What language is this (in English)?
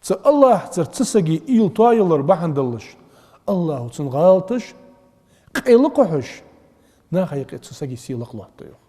Ingush